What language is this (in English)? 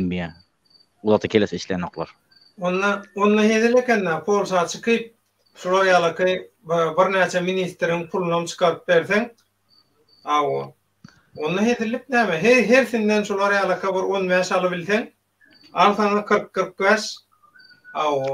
Turkmen